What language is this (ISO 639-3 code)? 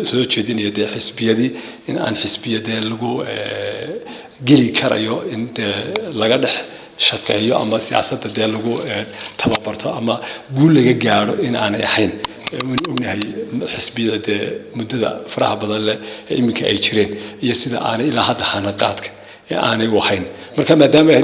som